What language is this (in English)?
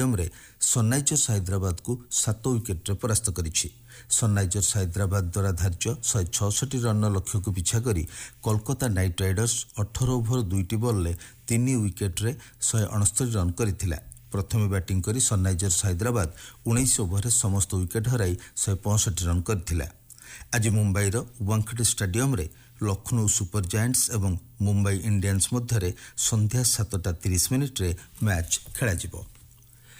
Odia